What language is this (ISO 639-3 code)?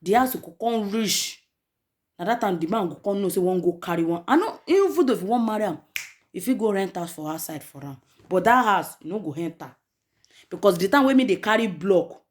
pcm